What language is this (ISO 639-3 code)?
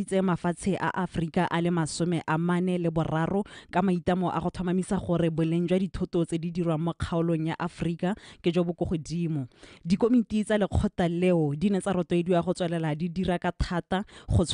tsn